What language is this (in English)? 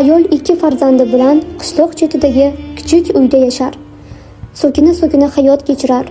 Uzbek